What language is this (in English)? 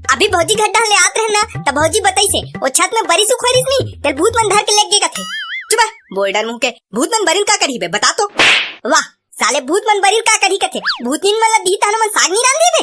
Chhattisgarhi